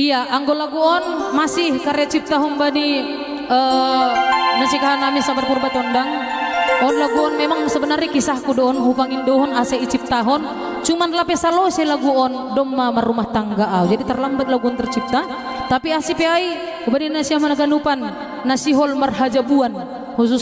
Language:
Batak Simalungun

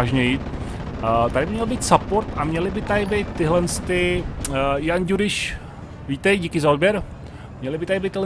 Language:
Czech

